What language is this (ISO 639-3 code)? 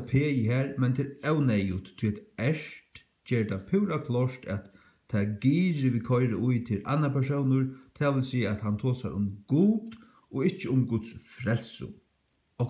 fao